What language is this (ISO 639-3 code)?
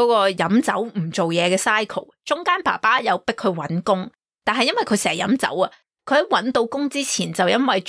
yue